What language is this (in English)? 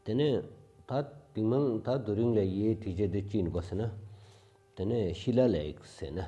Stod Bhoti